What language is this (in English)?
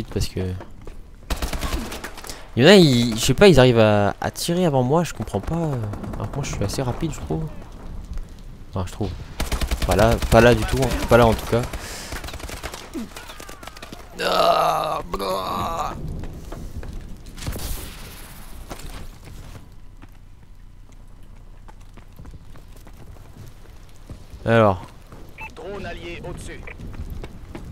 French